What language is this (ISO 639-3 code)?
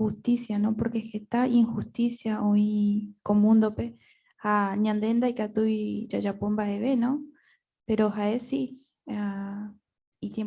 grn